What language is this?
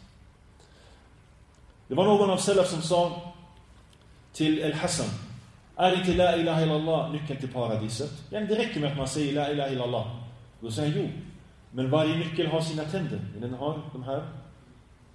Swedish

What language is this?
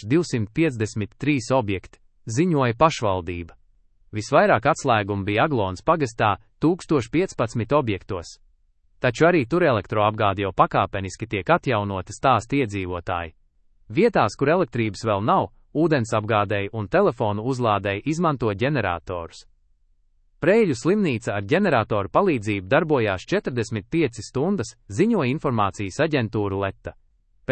Latvian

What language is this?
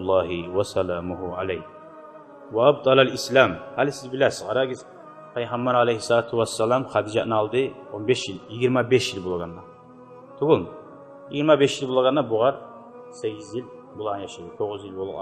Kumyk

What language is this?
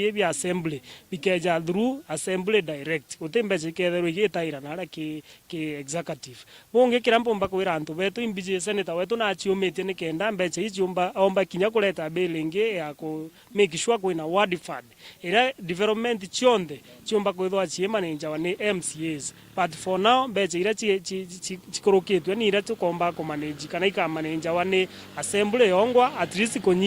Meru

